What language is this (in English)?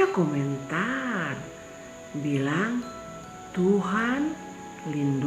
Kupang Malay